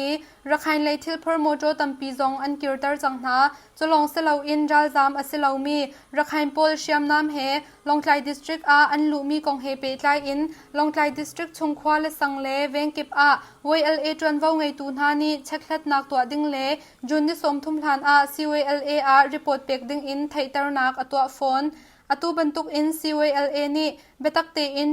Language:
Hakha Chin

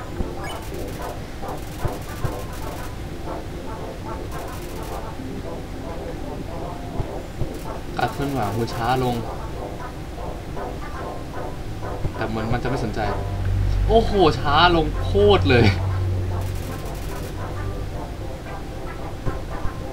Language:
Thai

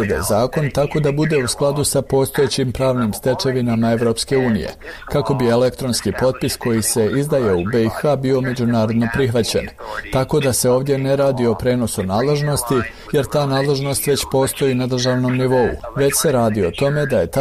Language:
Bosnian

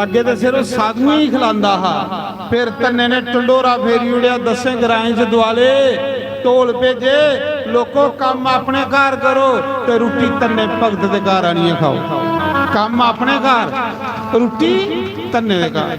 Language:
Dogri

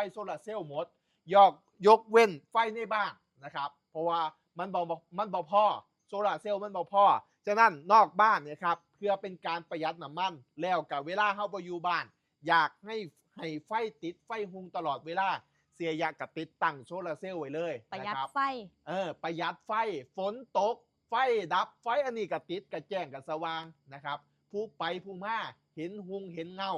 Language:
Northeastern Thai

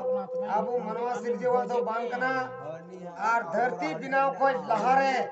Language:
Santali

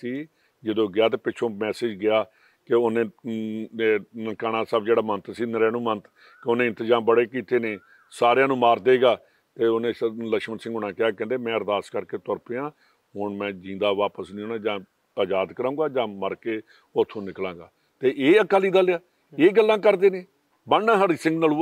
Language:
Punjabi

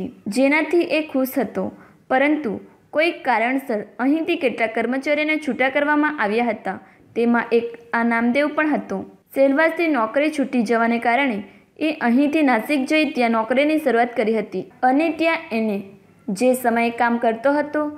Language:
Gujarati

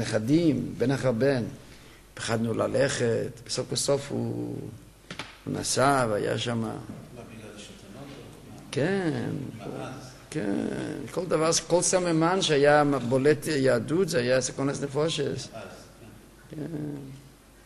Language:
Hebrew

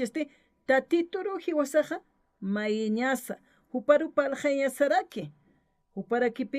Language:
Aymara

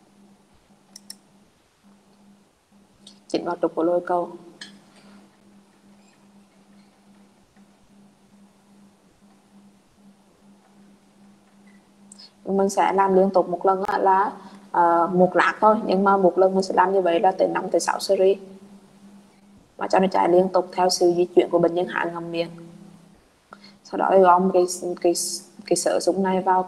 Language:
Vietnamese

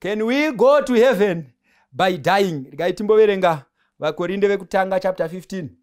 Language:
Shona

